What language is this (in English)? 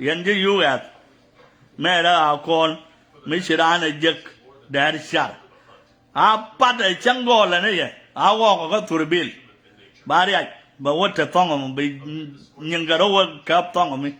Nuer